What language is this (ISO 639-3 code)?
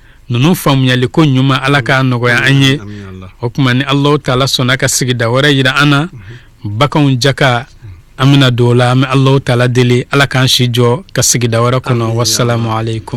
bam